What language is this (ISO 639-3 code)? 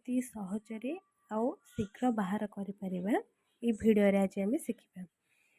ori